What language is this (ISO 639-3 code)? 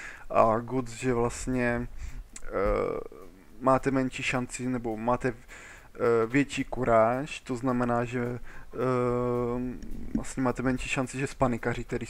ces